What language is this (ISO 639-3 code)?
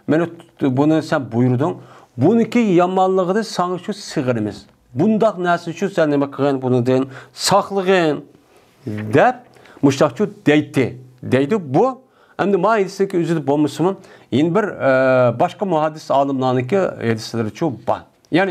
uig